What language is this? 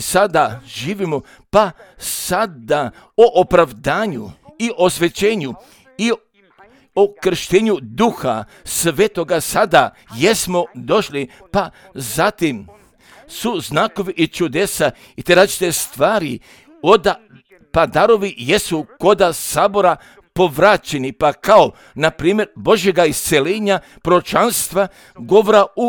Croatian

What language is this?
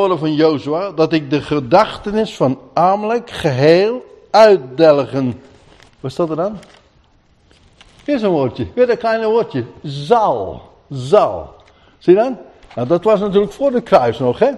Dutch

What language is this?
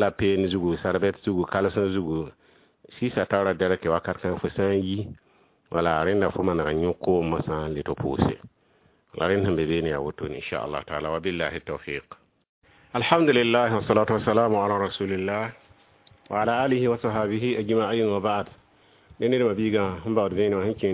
Mossi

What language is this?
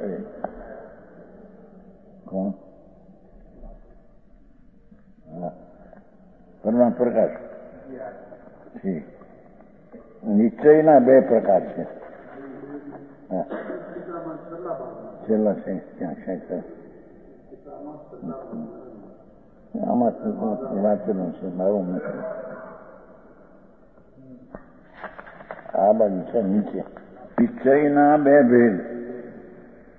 Gujarati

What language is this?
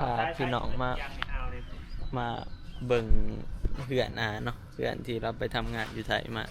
Northeastern Thai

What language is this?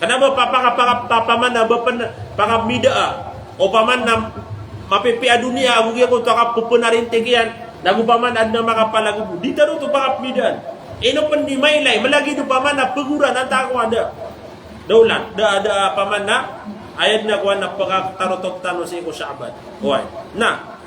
Maranao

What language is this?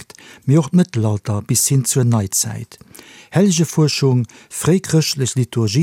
Luxembourgish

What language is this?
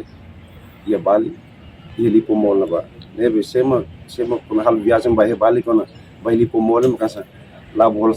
Tetum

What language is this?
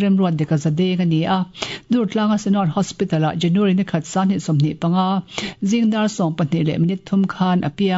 Mizo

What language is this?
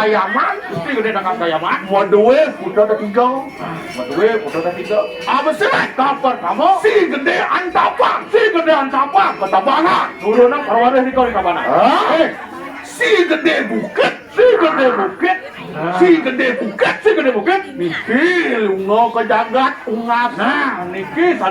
Balinese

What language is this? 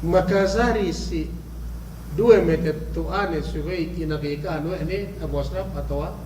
Yakan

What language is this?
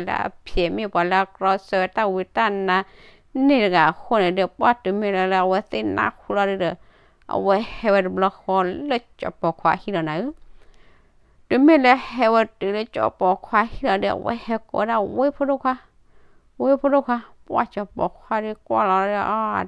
S'gaw Karen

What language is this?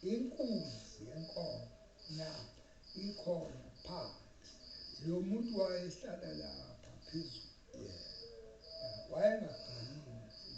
Zulu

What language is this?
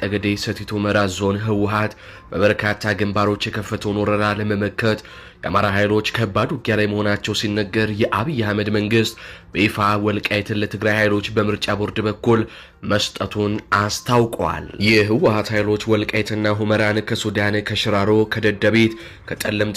Amharic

